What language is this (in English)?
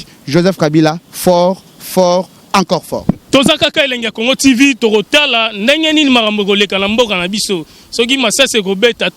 Lingala